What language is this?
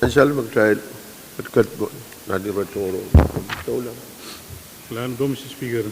Pohnpeian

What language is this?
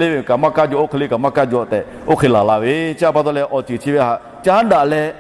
Lahu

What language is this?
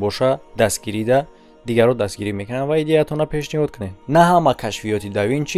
Tajik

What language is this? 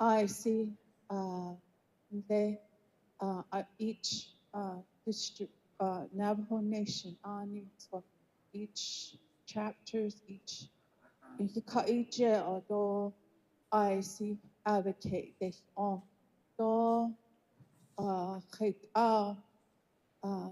Navajo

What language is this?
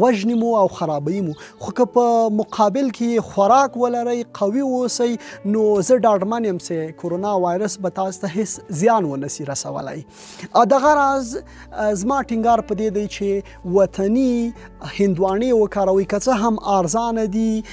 Pashto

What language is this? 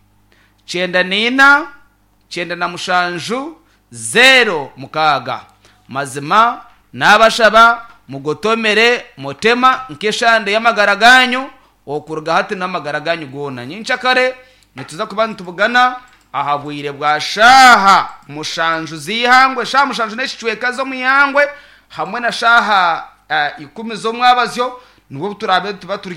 Nyankole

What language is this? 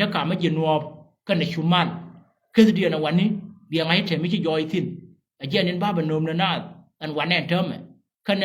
Nuer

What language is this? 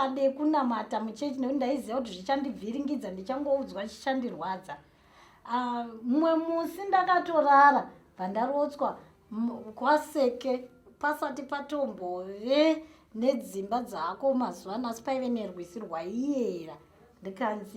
Shona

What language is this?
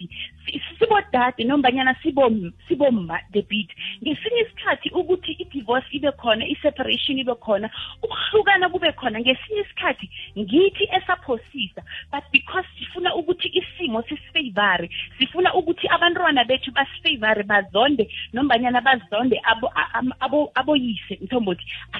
South Ndebele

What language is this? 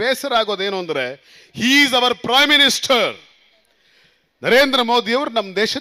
Kannada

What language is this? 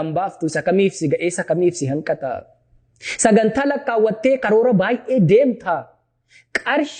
Oromo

